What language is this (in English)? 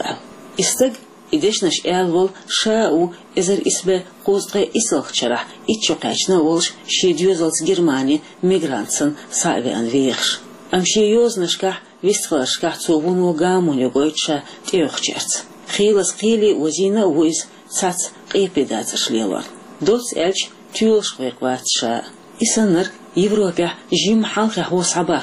Chechen